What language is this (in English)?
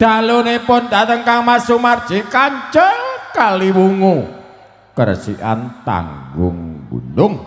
Javanese